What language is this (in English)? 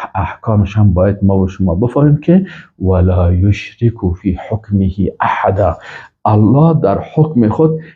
Persian